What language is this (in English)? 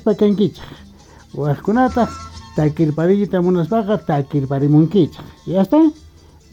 South Bolivian Quechua